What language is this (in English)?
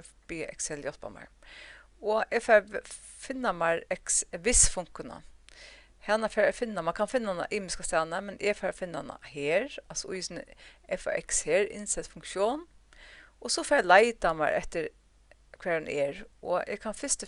Faroese